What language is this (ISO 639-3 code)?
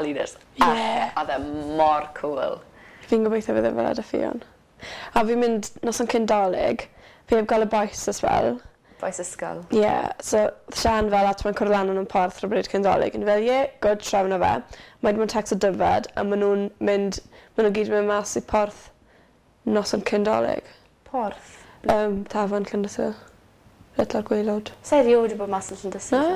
cym